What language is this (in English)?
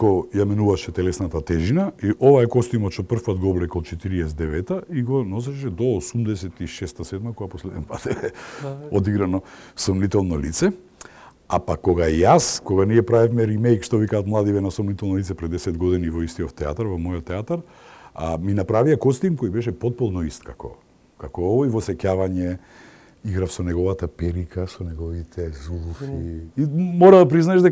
Macedonian